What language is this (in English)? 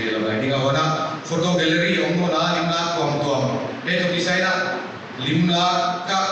Paite Chin